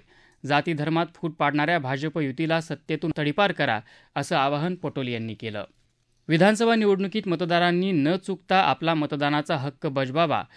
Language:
Marathi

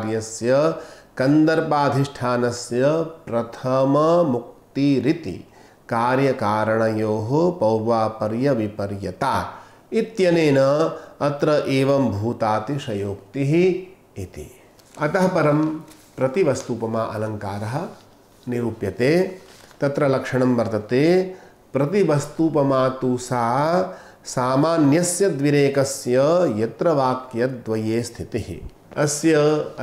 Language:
Sanskrit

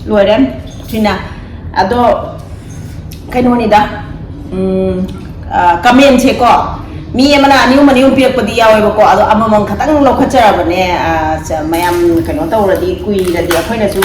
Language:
Manipuri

